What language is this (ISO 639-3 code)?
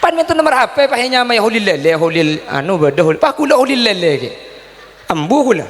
mad